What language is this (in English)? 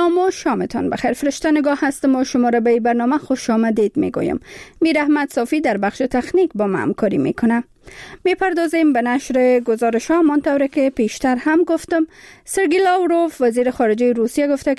Persian